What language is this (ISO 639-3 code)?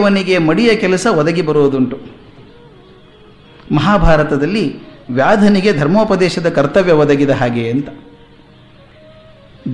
kan